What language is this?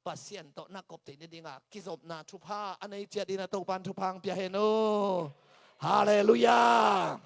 Tedim Chin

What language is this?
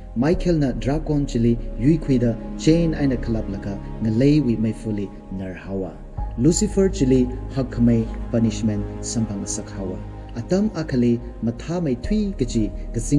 Tangkhul Naga (India)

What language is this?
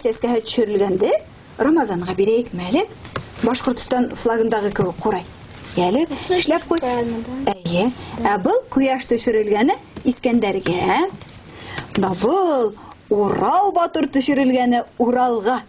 Bashkir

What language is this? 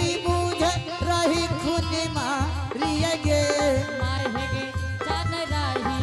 Angika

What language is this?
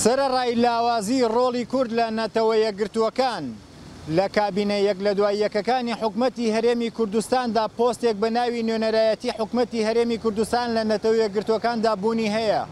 Central Kurdish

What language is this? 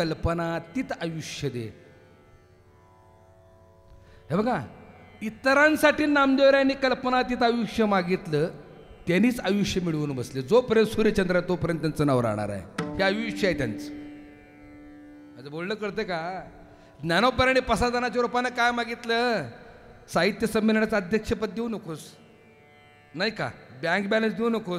Marathi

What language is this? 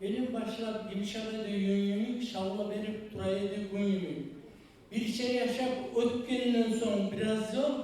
Kumyk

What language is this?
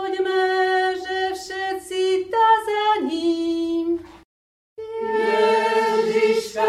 Slovak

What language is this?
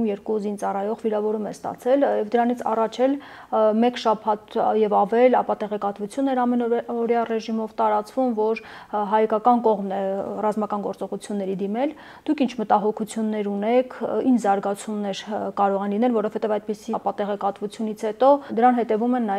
Armenian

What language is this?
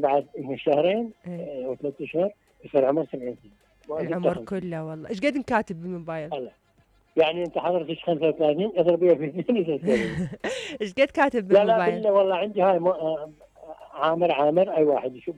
Mesopotamian Arabic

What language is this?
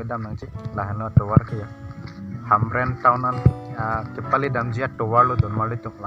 Karbi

